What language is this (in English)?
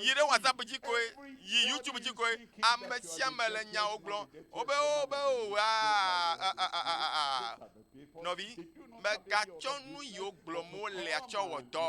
Ewe